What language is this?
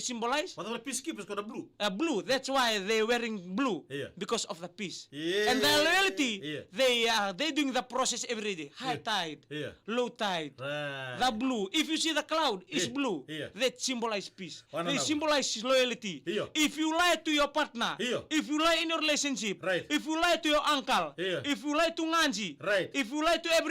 Fijian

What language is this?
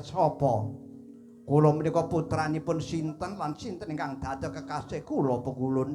Javanese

